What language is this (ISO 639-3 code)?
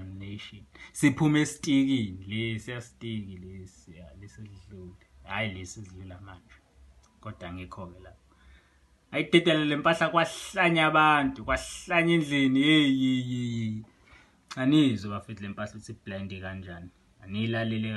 zul